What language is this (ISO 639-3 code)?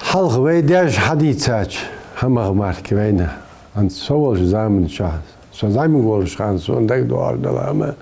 inh